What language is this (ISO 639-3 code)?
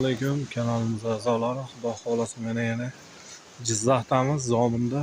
uzb